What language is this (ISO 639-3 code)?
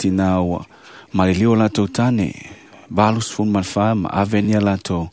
smo